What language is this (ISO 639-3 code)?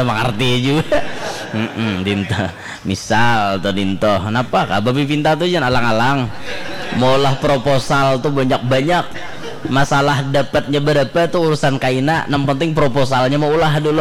bjn